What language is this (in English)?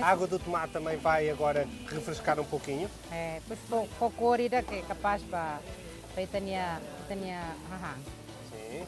Tetum